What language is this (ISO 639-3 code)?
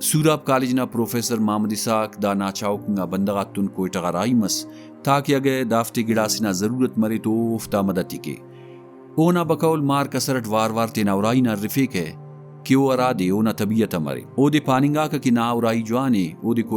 brh